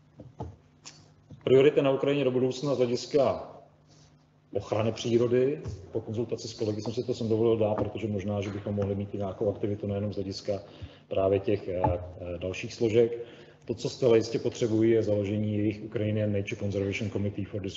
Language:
Czech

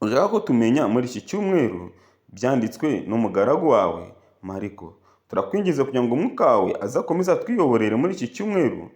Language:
Kinyarwanda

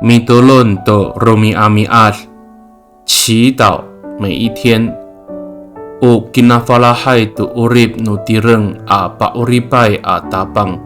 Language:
Amis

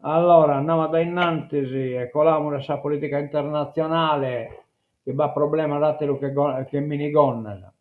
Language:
Sardinian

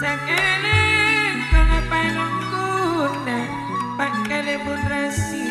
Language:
Madurese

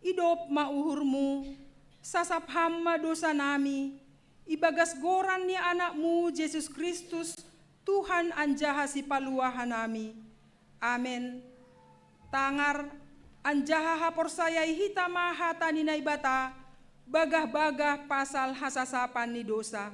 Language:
Batak Simalungun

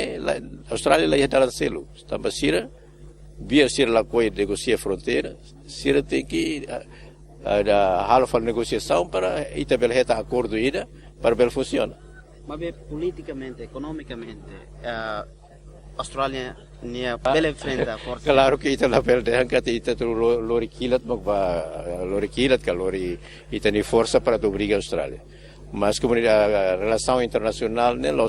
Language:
Tetum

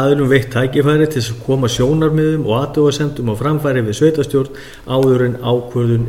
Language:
Icelandic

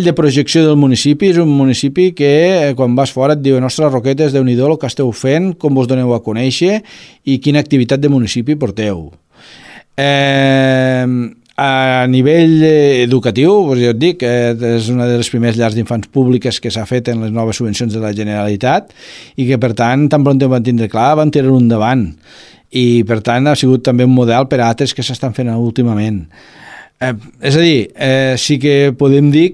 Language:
Catalan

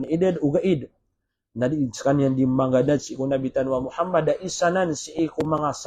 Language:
Maranao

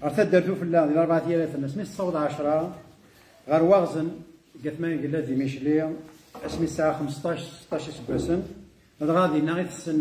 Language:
Kabyle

